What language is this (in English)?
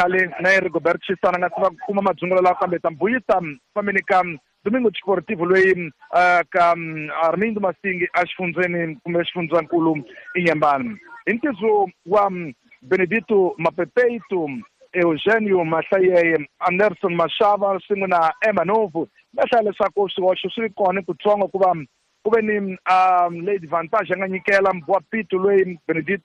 Tsonga